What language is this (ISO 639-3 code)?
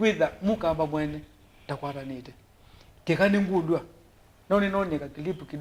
kam